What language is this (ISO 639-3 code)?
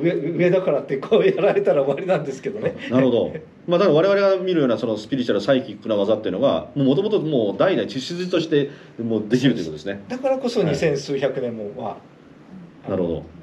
jpn